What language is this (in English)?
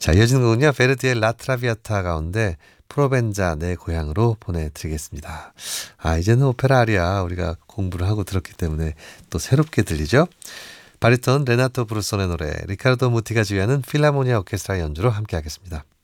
Korean